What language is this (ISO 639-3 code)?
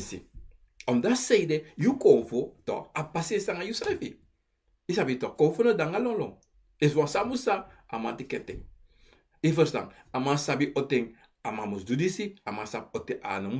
srn